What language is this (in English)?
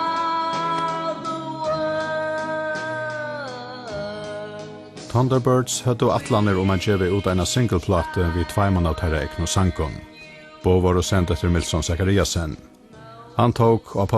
Faroese